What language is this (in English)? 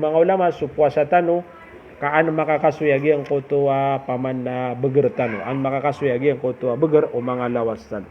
Maranao